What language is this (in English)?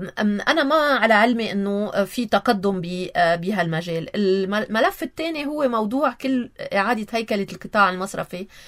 North Levantine Arabic